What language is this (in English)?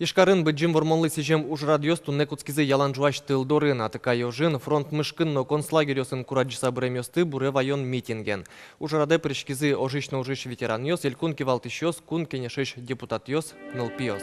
Udmurt